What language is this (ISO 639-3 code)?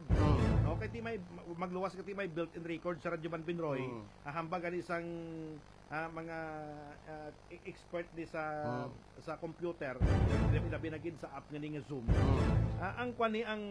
hil